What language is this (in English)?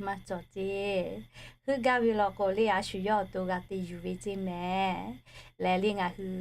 Lahu